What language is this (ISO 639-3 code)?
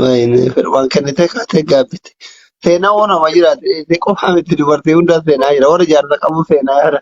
orm